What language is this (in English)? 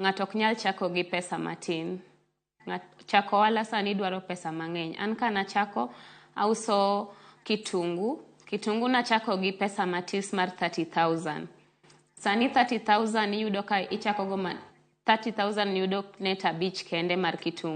Luo (Kenya and Tanzania)